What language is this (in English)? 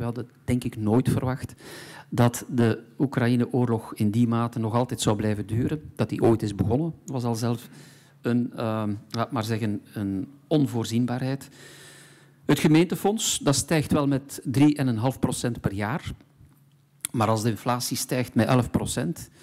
Dutch